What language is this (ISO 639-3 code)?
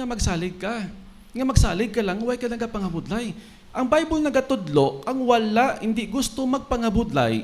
hil